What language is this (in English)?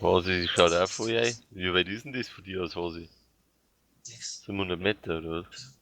Bavarian